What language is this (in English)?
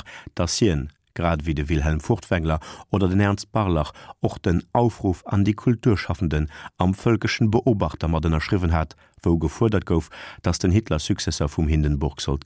Luxembourgish